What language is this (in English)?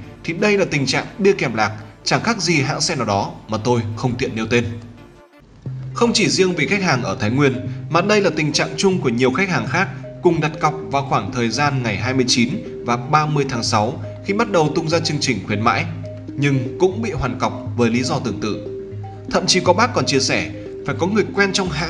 Vietnamese